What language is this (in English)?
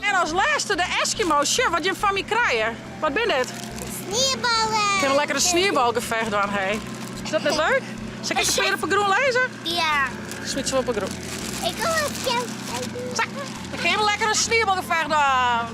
Western Frisian